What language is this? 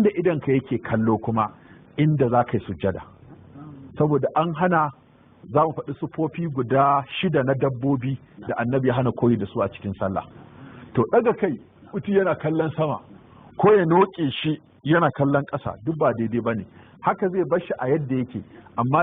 Hausa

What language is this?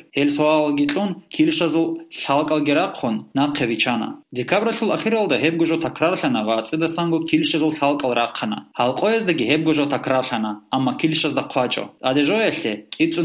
Avaric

